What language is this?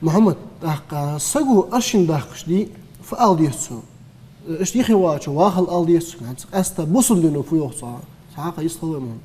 Ingush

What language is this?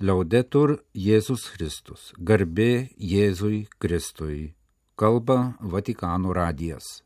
Lithuanian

